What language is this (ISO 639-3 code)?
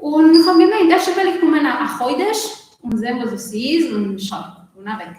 yid